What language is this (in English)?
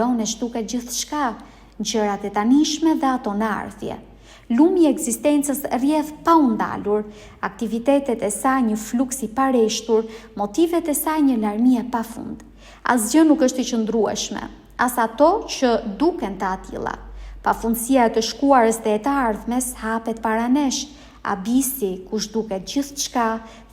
Albanian